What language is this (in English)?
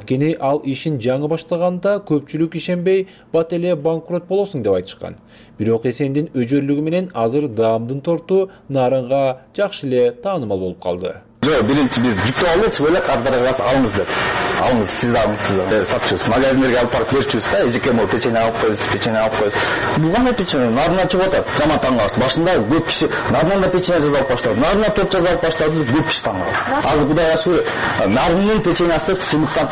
Kyrgyz